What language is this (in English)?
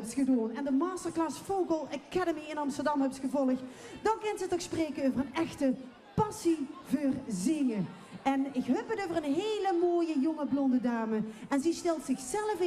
Limburgish